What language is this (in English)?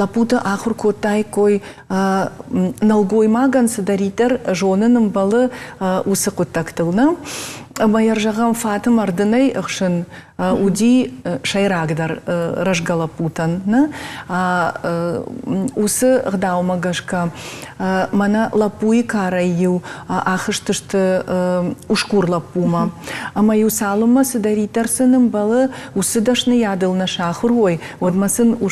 Ossetic